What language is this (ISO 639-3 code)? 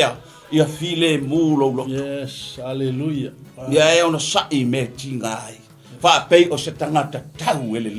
smo